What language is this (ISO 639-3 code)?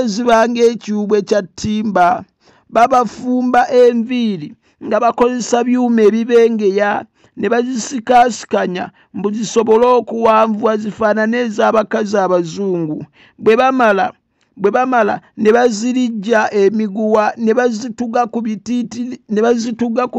lug